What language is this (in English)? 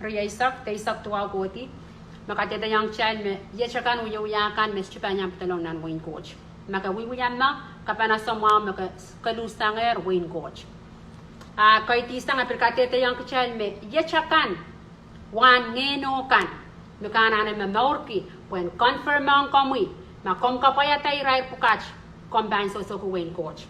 Pohnpeian